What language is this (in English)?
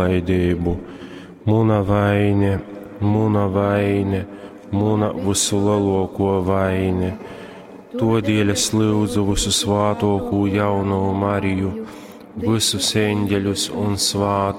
Latgalian